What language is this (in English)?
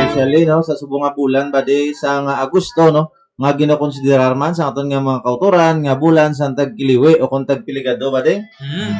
Hiligaynon